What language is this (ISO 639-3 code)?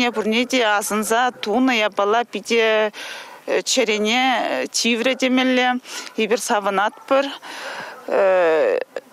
chv